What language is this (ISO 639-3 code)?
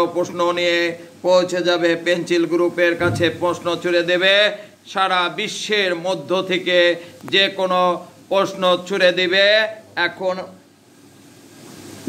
ben